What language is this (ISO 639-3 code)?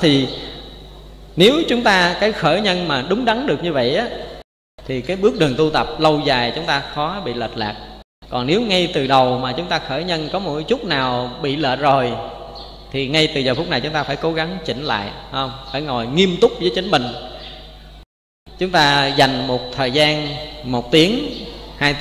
vie